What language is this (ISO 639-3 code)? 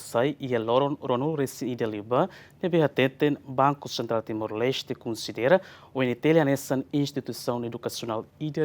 tet